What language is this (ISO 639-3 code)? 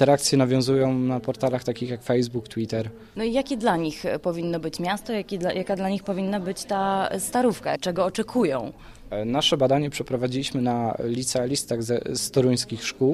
pol